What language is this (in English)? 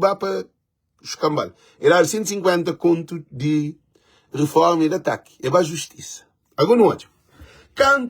Kabuverdianu